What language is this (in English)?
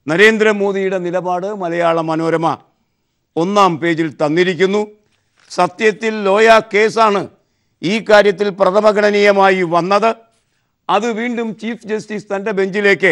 Malayalam